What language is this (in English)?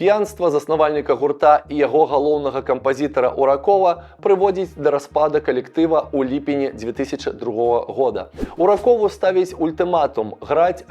Belarusian